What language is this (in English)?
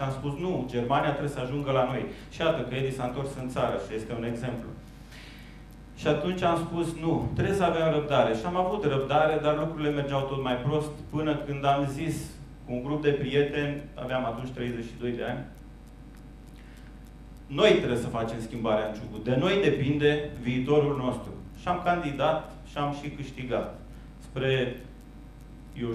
Romanian